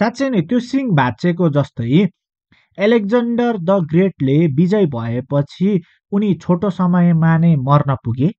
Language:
Nepali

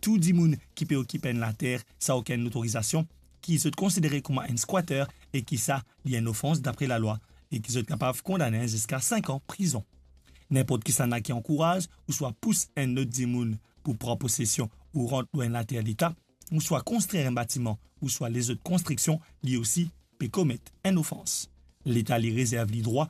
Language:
Morisyen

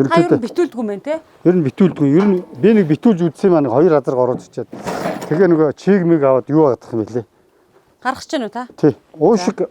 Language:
Mongolian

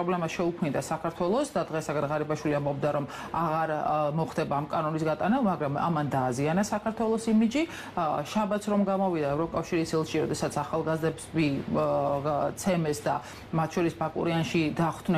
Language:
Georgian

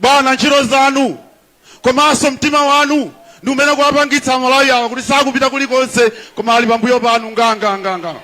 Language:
Nyanja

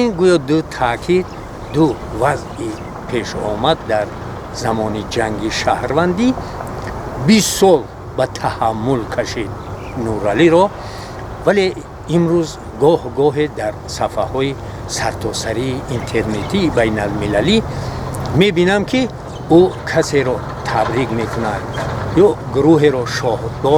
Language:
Tajik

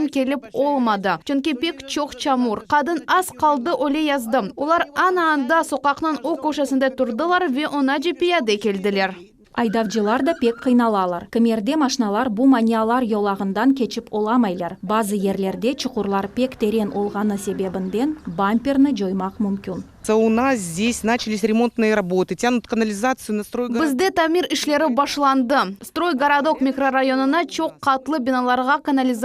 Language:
Crimean Tatar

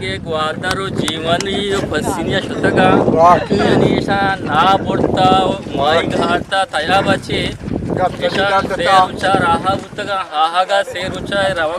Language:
Eastern Balochi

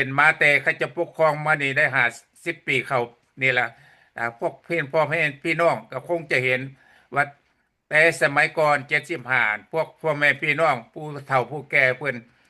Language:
Lao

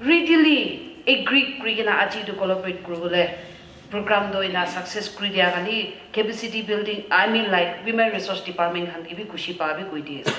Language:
Naga Pidgin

